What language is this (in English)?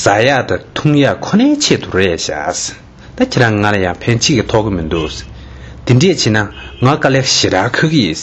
Tibetan